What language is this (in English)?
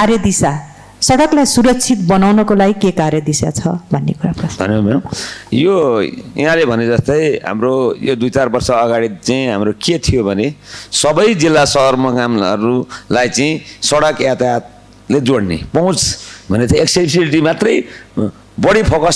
Nepali